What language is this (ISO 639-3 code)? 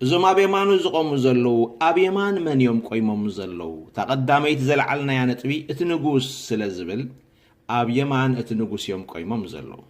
tir